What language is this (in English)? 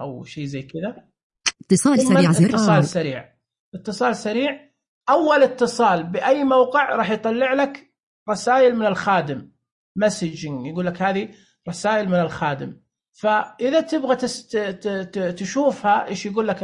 Najdi Arabic